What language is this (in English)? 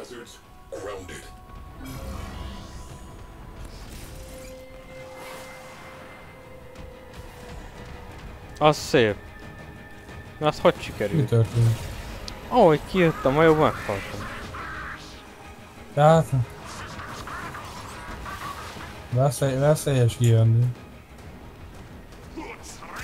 Hungarian